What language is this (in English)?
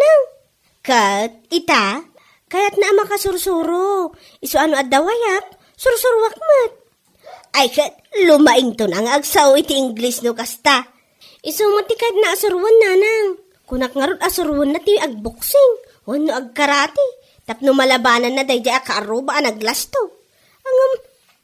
Iloko